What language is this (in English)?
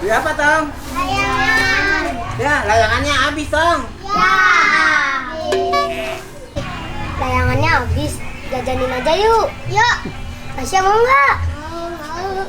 Betawi